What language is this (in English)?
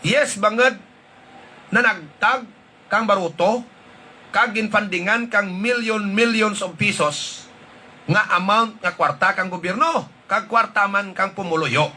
Hiligaynon